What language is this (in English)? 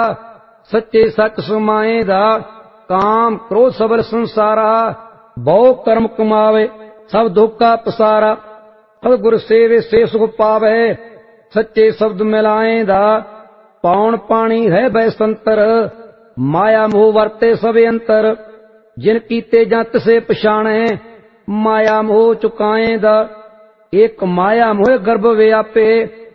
Punjabi